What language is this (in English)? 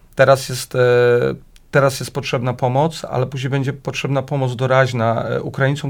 Polish